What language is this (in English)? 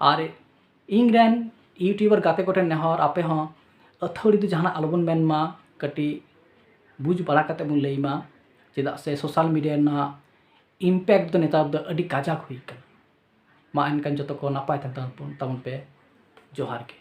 Santali